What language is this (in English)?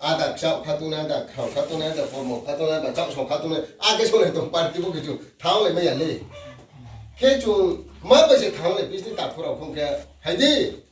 Riang (India)